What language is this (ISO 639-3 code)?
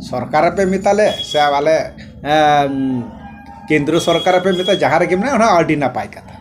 sat